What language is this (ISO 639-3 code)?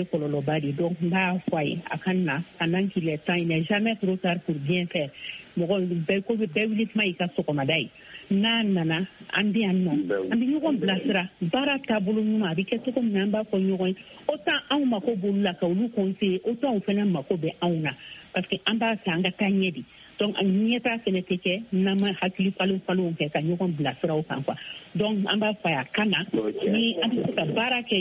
bam